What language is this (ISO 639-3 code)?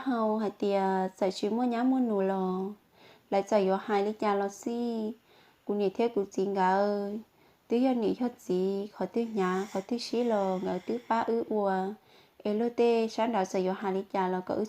hmn